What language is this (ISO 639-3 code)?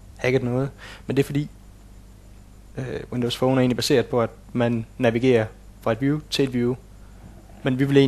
dan